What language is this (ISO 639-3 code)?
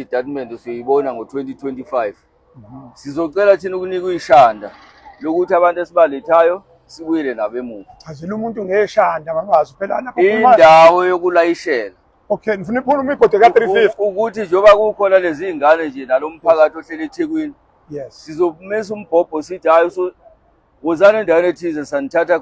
zul